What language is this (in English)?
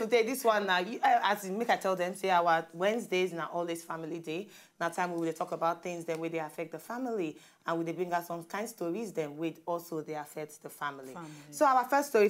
Nigerian Pidgin